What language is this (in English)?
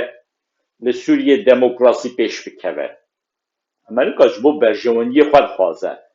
Kurdish